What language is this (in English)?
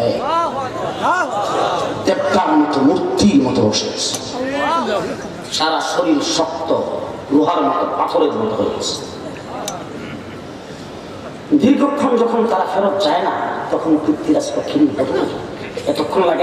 Bangla